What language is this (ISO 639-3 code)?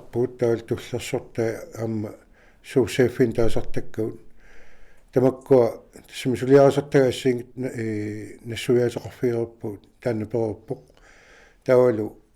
kal